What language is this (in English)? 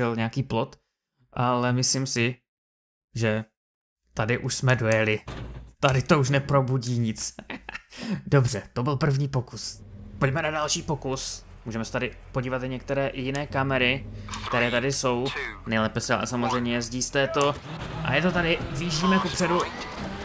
Czech